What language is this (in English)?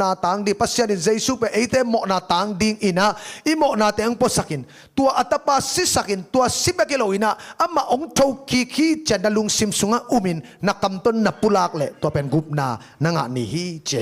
Tedim Chin